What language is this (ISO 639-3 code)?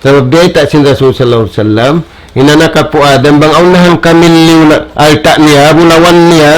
tsg